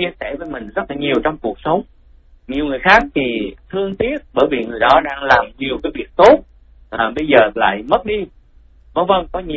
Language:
Vietnamese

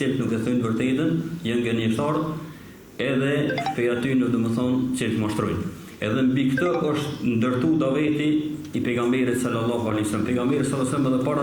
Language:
Albanian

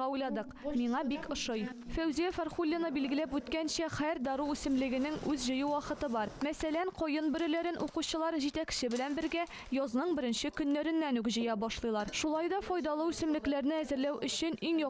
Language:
Tatar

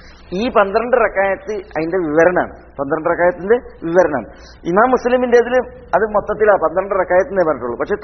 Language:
Malayalam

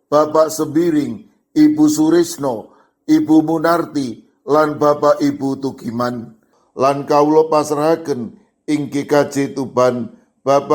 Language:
Javanese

